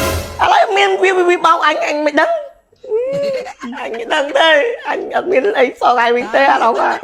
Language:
Khmer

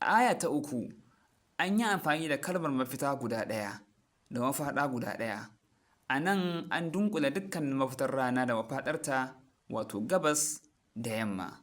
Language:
Hausa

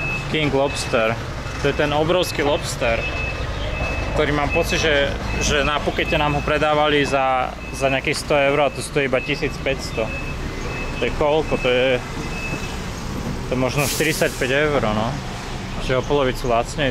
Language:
Slovak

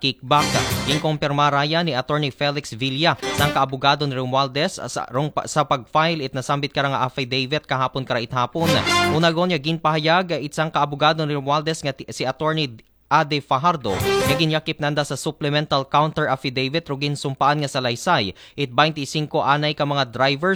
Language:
Aklanon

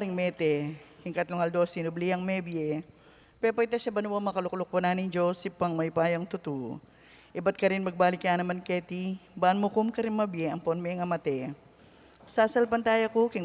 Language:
Pampanga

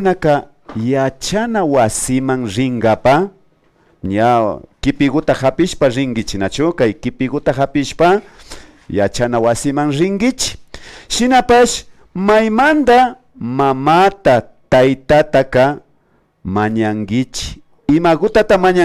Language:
Imbabura Highland Quichua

